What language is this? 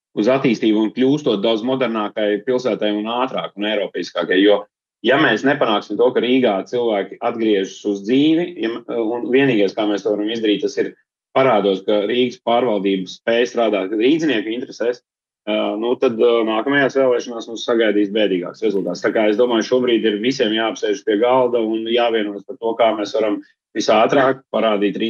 Latvian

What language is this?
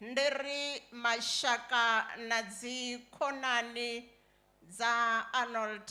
Venda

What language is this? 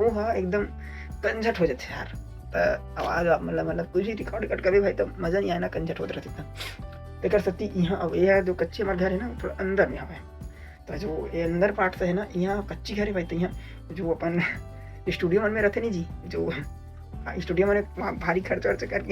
Chhattisgarhi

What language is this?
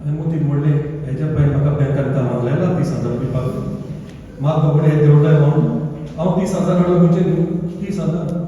Konkani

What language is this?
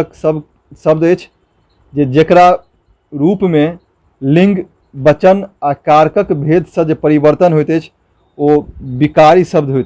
Maithili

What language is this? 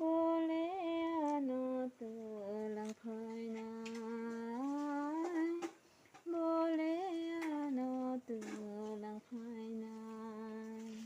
Kok Borok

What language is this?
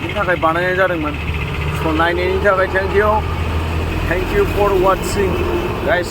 Bodo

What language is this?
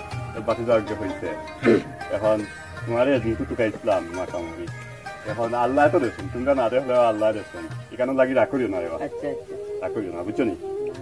Sylheti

